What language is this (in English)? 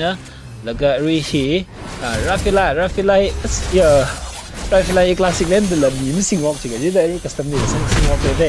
Tangkhul Naga (India)